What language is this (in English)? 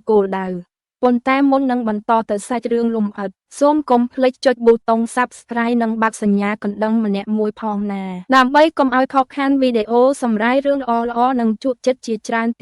Khmer